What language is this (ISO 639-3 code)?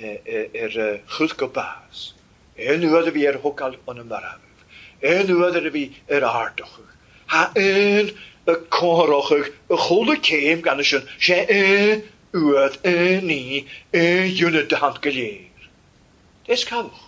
cym